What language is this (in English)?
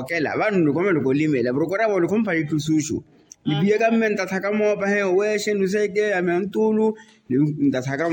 Makhuwa